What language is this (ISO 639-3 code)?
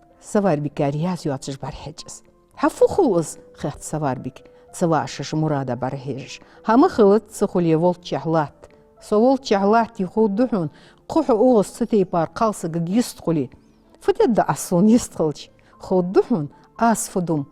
inh